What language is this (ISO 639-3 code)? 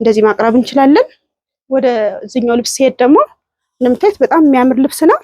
amh